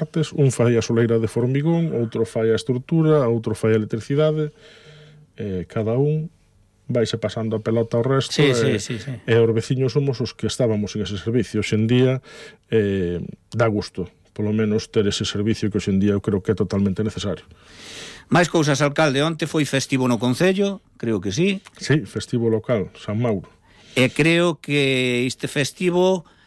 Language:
Galician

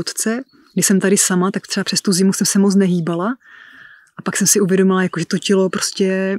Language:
Czech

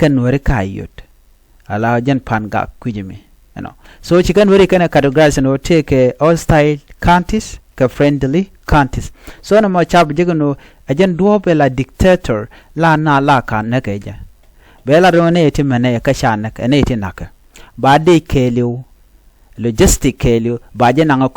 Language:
Nuer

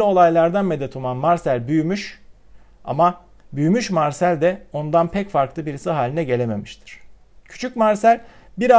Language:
Turkish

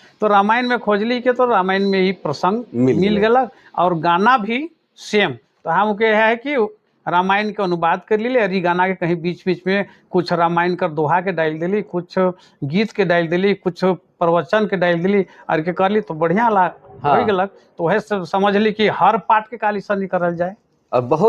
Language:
Sadri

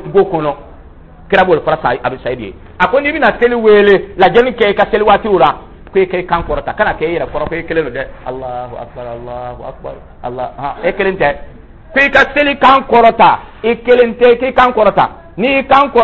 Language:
Dyula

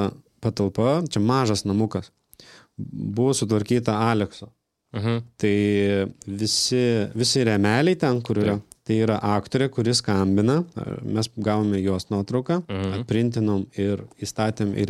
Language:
Lithuanian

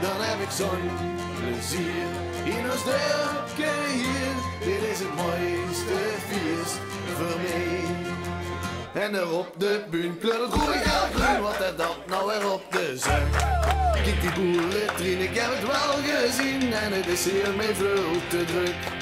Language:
Limburgish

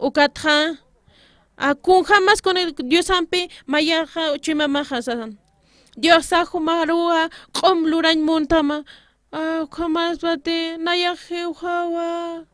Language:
Aymara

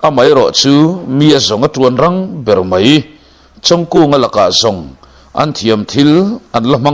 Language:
Mizo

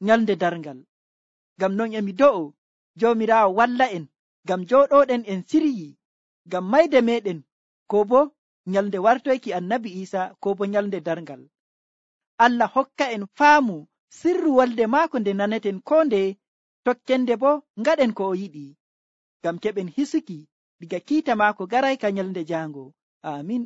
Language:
Nigerian Fulfulde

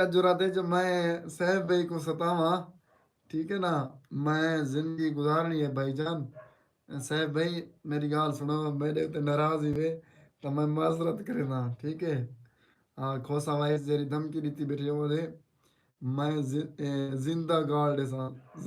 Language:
Saraiki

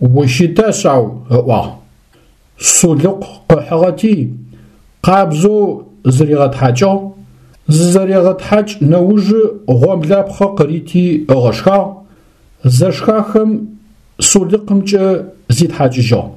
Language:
Adyghe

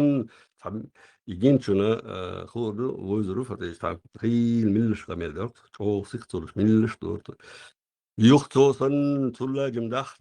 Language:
Chechen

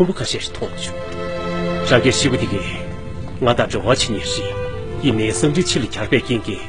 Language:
Tibetan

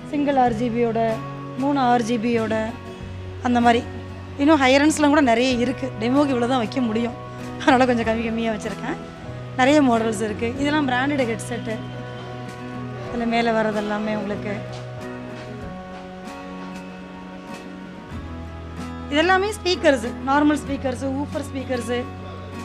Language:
Tamil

